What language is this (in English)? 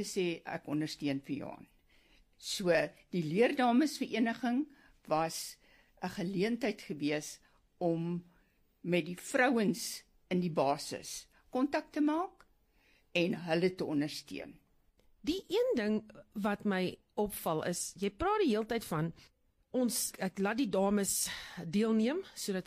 Afrikaans